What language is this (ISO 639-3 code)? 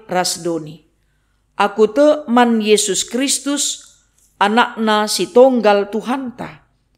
btx